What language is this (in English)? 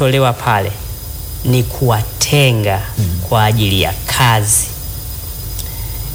Swahili